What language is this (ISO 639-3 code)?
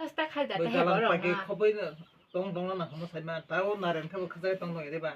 trp